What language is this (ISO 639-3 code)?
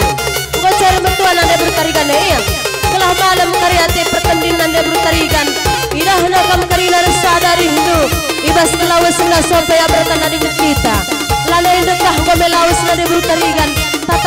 btx